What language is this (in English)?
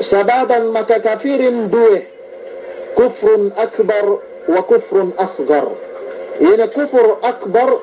Yakan